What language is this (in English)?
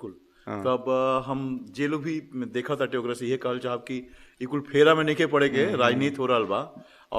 Bhojpuri